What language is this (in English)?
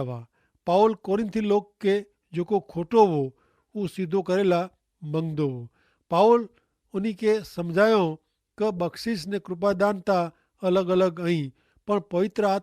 Kachhi